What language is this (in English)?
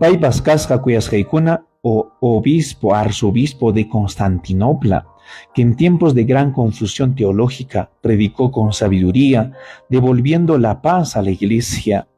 Ayacucho Quechua